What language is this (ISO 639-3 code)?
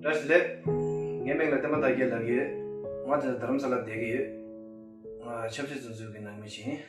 bod